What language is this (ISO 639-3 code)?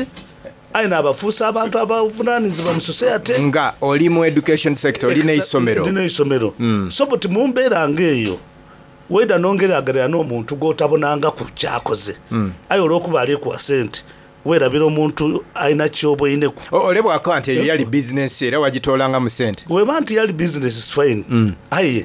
xog